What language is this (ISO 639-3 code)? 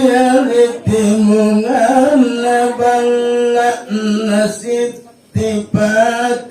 mak